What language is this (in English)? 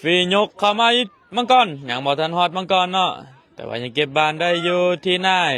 Lao